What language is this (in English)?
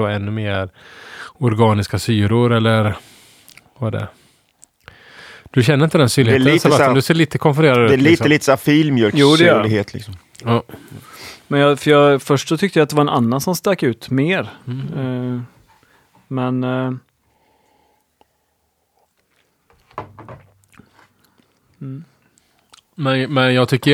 Swedish